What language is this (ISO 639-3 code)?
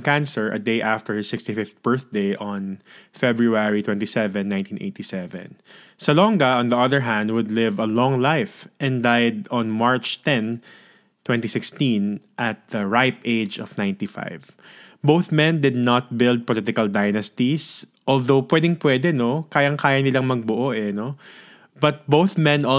fil